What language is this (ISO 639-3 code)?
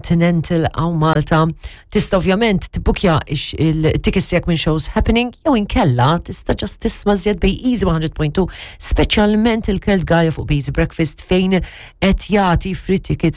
mlt